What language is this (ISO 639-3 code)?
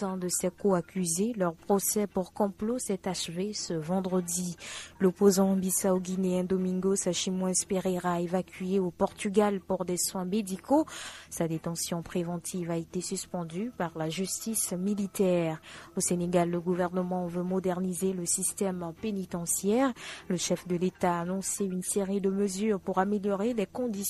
fra